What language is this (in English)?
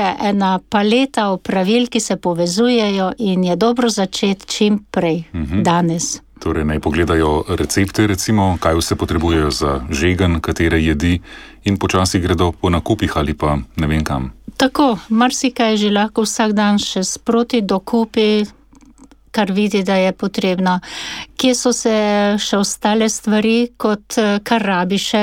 Slovenian